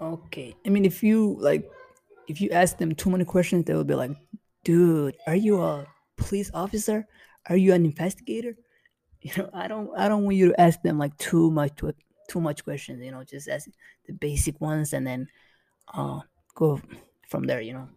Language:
English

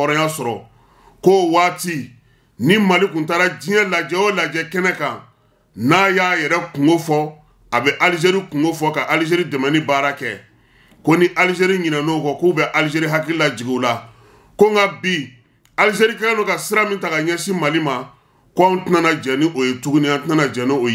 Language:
Bambara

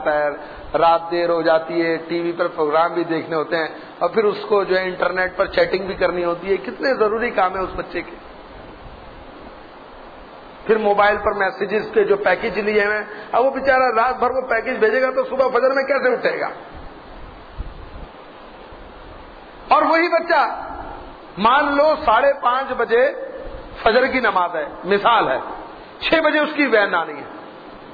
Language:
Urdu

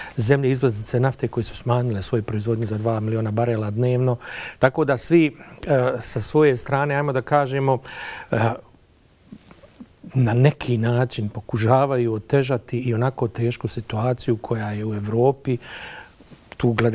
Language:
Bosnian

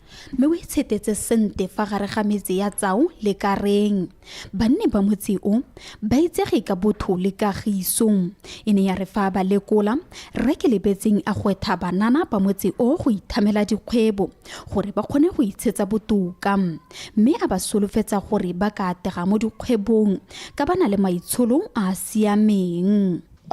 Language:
Tswana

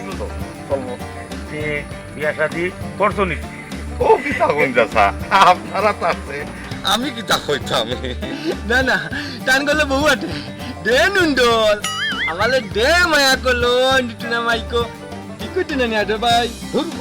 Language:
Sylheti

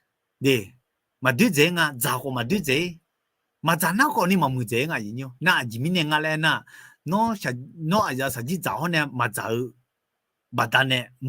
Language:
Akha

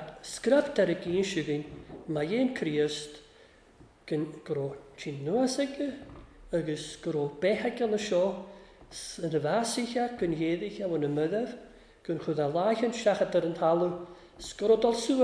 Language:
Welsh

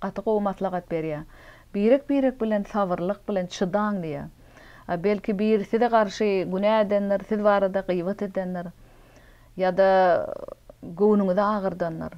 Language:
Turkmen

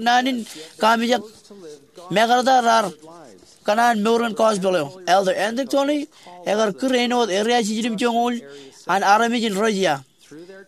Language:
Marshallese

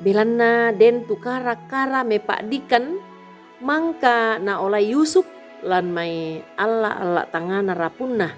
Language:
Toraja-Sa'dan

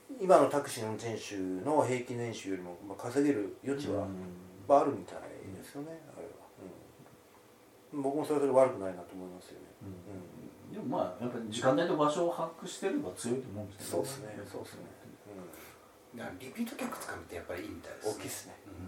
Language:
Japanese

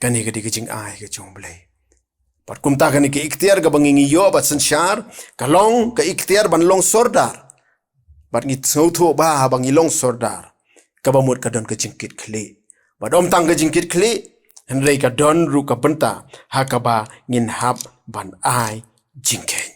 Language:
Khasi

